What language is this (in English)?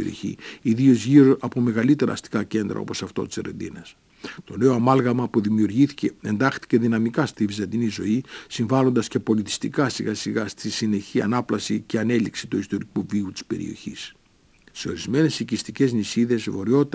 Greek